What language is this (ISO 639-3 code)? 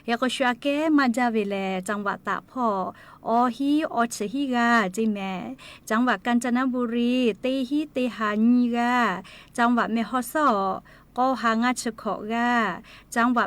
lhu